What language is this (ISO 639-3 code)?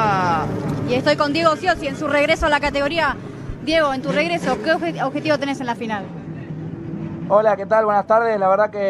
spa